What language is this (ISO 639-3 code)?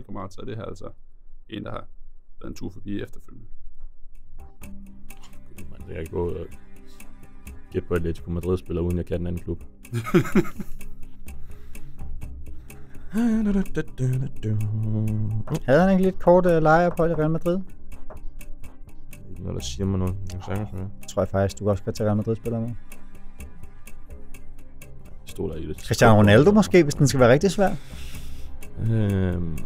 dan